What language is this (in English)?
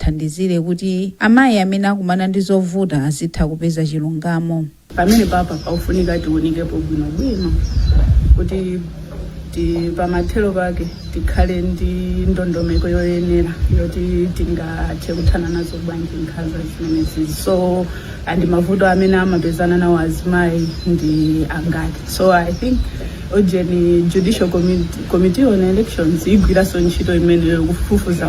Nyanja